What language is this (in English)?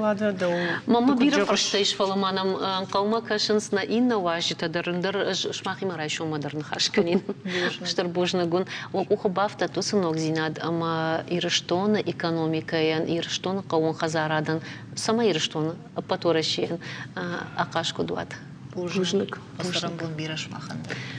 Ossetic